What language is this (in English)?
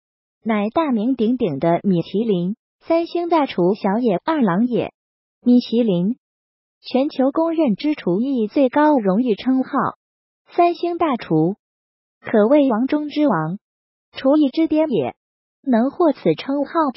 Chinese